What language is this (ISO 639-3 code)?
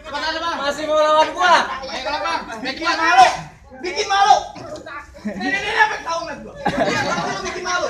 bew